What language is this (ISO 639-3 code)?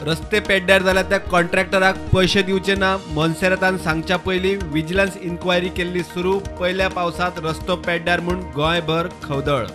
kok